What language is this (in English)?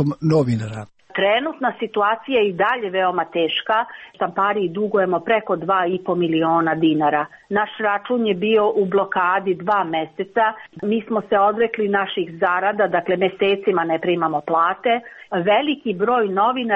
Serbian